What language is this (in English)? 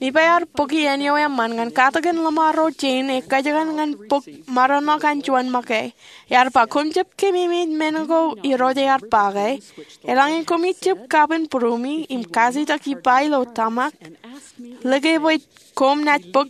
Marshallese